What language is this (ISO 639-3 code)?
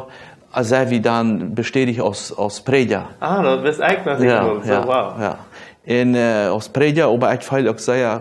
pdt